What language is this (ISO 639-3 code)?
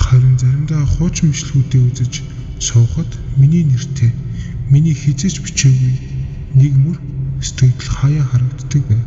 mon